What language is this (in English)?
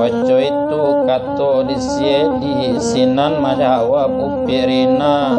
Minangkabau